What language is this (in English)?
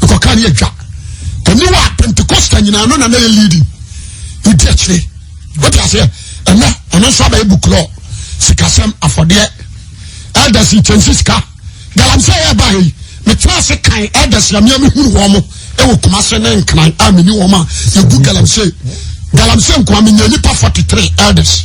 Akan